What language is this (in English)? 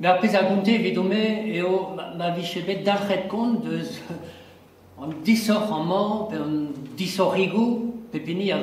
Breton